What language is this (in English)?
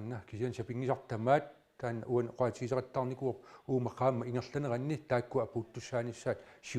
Kalaallisut